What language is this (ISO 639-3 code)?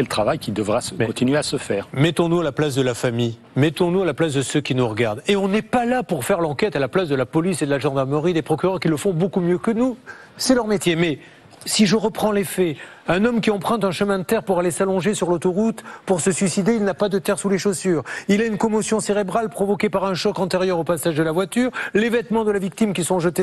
fra